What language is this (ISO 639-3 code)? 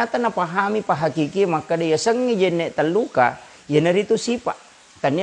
bug